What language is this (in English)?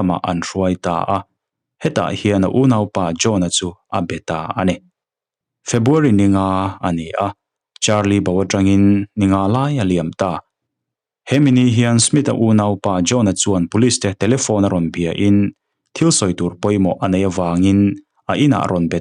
Mizo